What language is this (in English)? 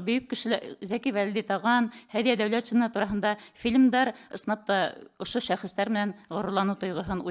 Bashkir